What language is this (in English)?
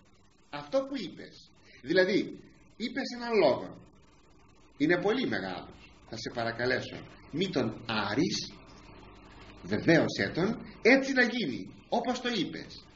Greek